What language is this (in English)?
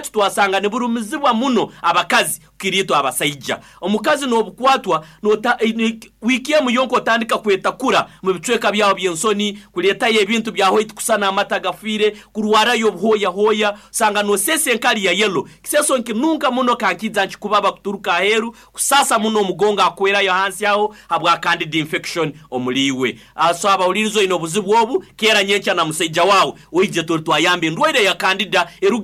Nyoro